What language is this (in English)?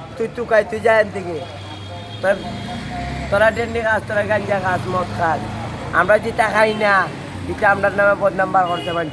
Sylheti